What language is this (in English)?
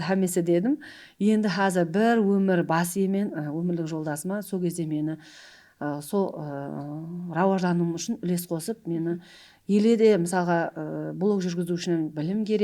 Kara-Kalpak